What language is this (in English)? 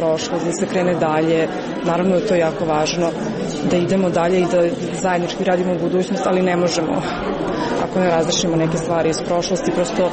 Serbian